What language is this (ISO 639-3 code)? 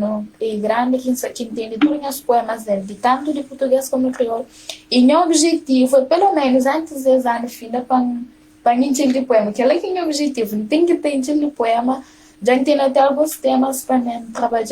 kea